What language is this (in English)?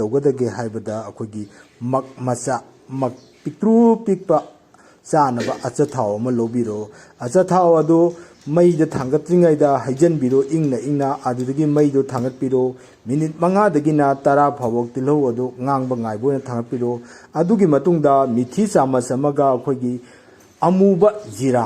Manipuri